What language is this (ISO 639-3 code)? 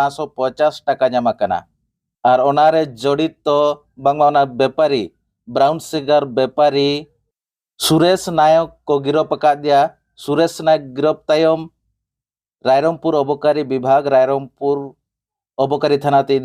sat